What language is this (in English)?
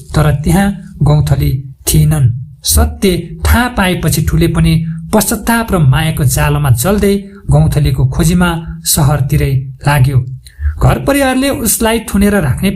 Nepali